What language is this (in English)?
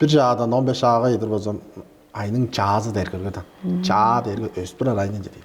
Tuvinian